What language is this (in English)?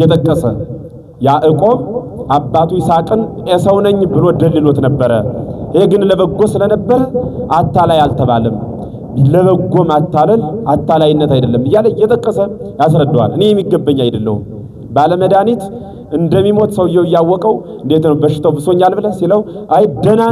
Amharic